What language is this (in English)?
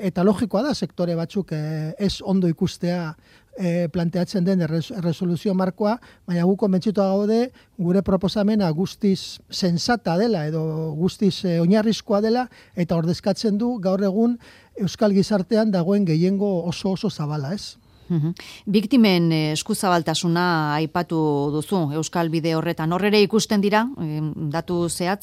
Basque